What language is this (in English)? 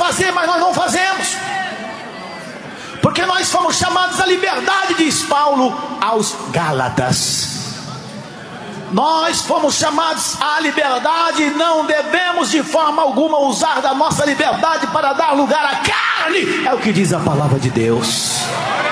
Portuguese